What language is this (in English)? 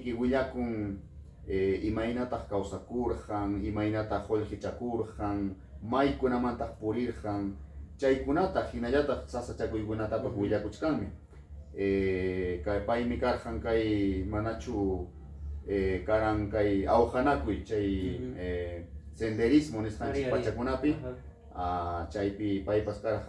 Ayacucho Quechua